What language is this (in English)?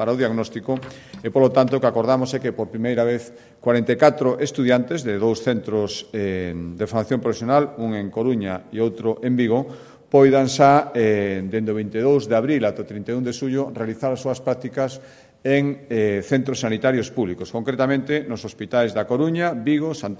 Galician